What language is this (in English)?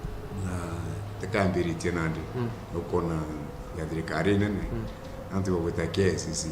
Meru